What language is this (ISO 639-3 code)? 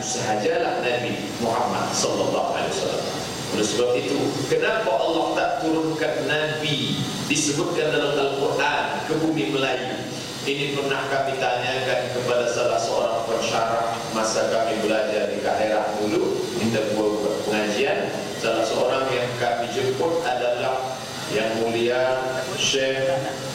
msa